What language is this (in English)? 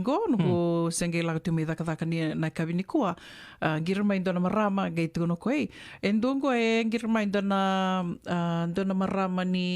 Fijian